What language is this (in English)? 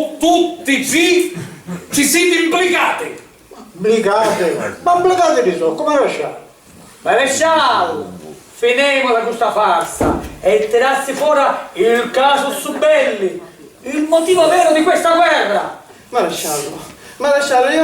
Sicilian